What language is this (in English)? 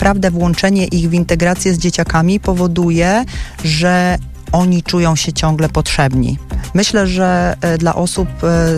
Polish